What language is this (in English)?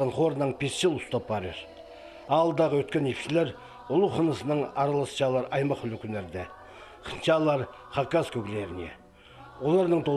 Khakas